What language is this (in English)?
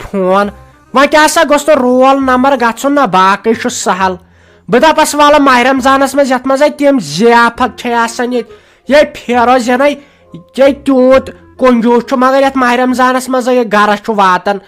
Kashmiri